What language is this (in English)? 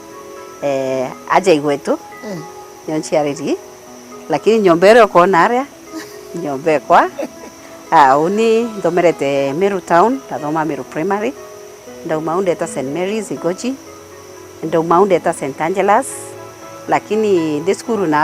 Meru